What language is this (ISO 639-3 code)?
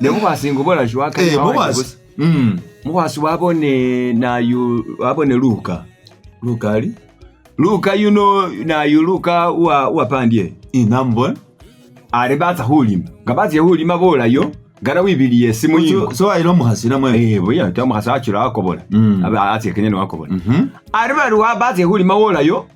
myx